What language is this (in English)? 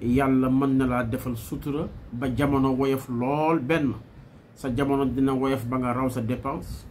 Wolof